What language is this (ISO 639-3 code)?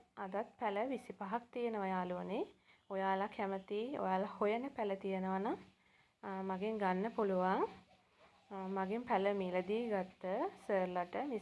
sin